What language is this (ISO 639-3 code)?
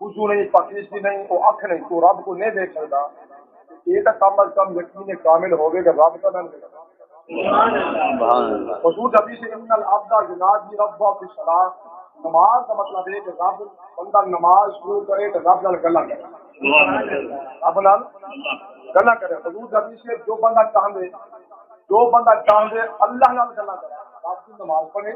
skr